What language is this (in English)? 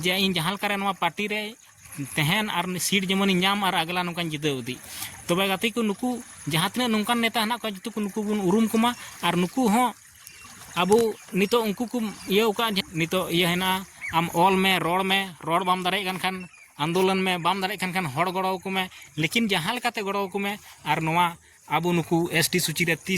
Santali